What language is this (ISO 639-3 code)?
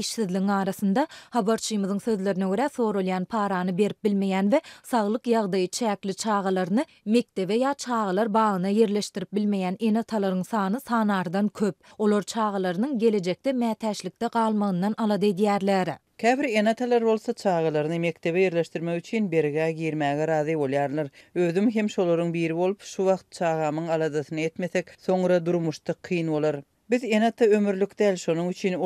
tuk